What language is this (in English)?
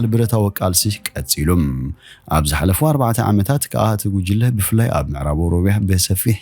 Tigrinya